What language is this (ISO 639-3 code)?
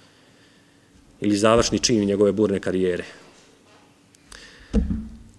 srp